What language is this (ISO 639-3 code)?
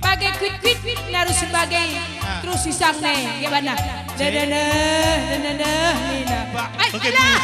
btx